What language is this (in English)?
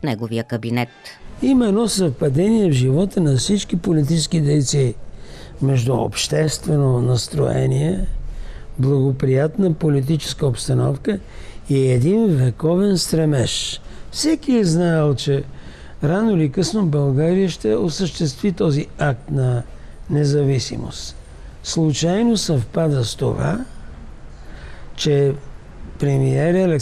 Bulgarian